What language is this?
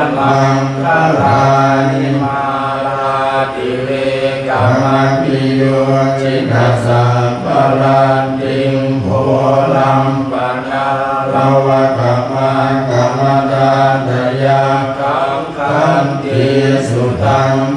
Pali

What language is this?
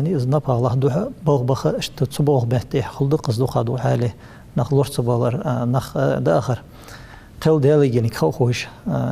Ingush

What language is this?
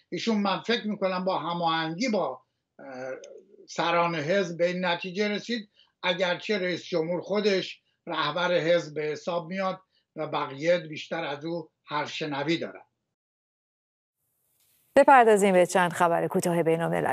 Persian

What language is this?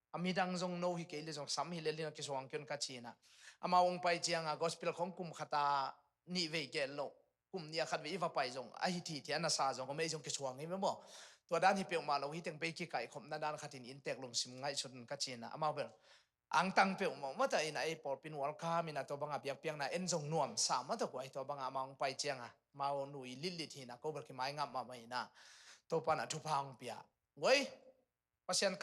Tedim Chin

